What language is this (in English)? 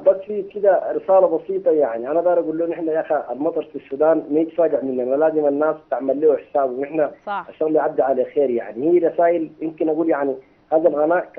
Sudanese Arabic